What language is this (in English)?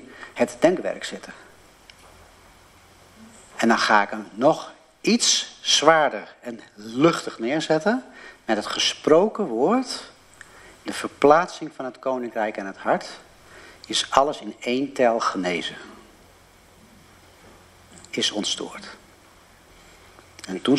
Dutch